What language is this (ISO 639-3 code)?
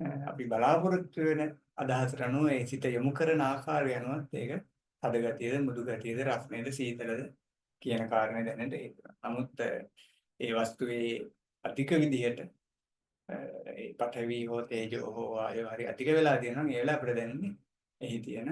sin